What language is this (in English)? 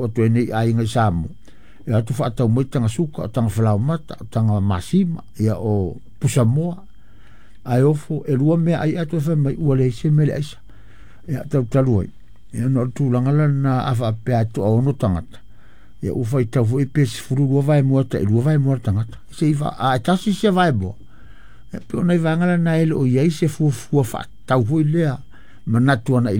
Samoan